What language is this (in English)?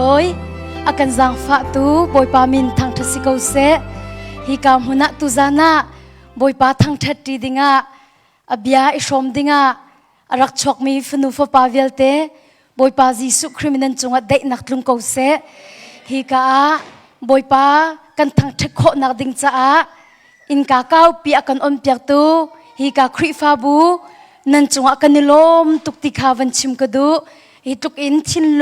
Hakha Chin